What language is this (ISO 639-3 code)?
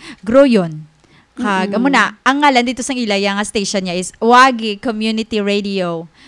hil